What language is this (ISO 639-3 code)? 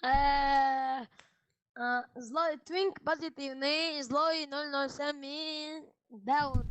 che